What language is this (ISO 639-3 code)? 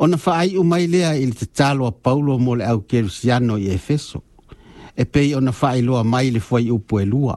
smo